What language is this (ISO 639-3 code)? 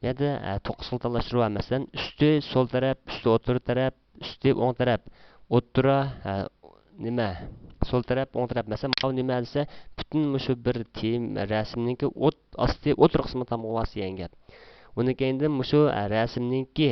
uig